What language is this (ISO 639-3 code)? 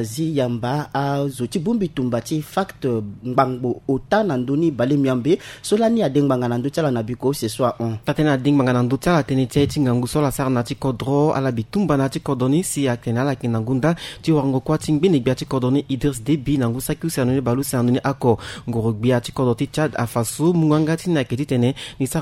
sag